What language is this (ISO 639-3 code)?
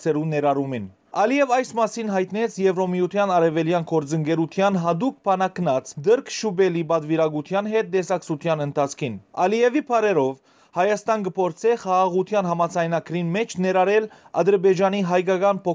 hyw